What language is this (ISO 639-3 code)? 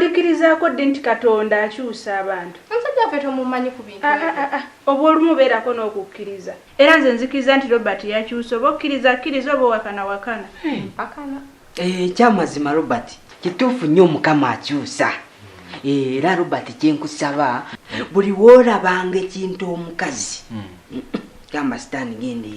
lug